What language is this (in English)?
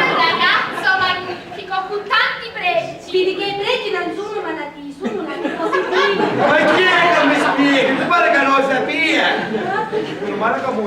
Sicilian